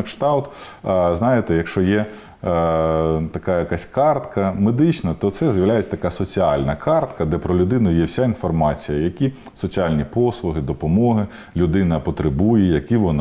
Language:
Ukrainian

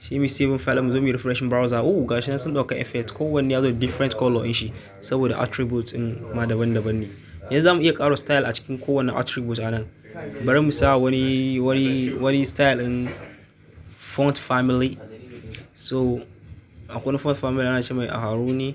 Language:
Hausa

